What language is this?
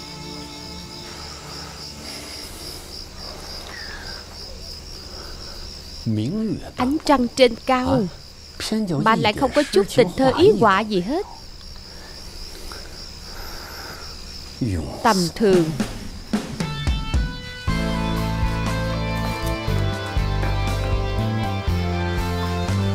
Vietnamese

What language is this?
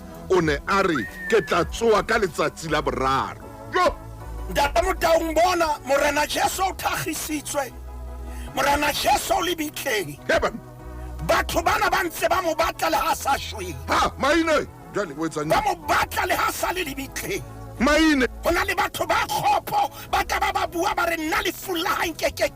Southern Sotho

